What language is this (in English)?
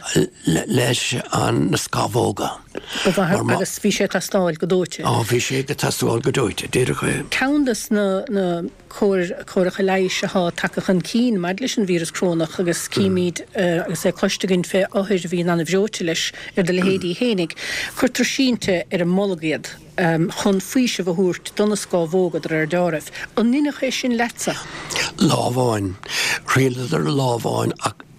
Irish